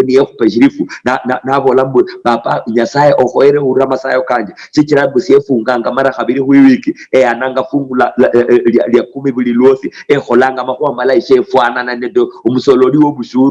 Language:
Luyia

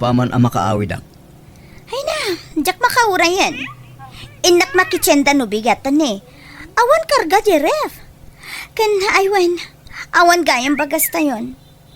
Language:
Iloko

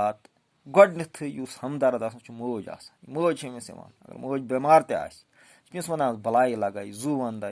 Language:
Kashmiri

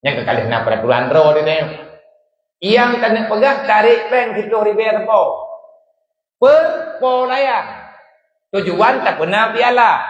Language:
Achinese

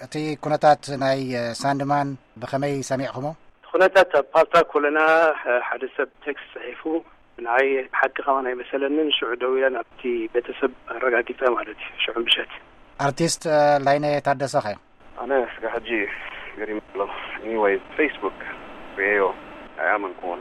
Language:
Tigrinya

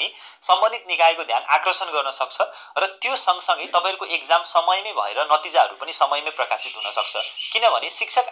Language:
Nepali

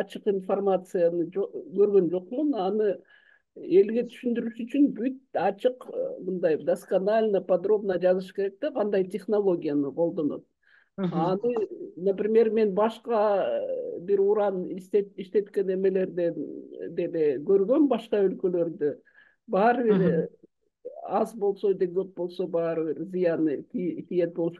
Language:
Kyrgyz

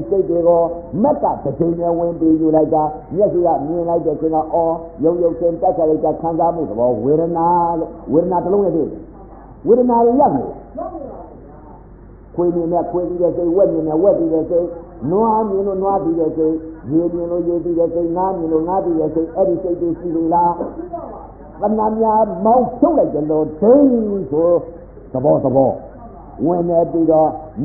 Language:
Burmese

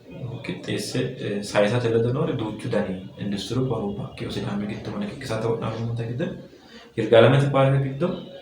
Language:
Sidamo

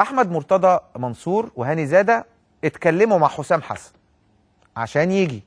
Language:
Egyptian Arabic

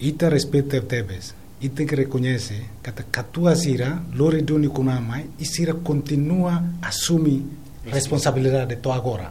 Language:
Tetum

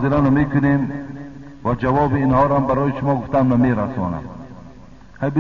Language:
Tajik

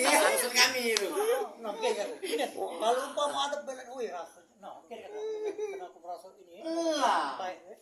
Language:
Musi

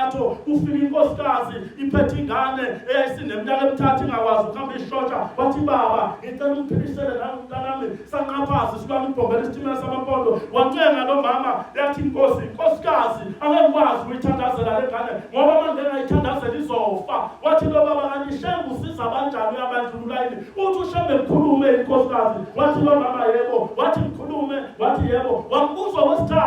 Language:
Zulu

